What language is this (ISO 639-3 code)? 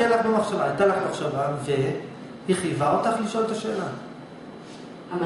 heb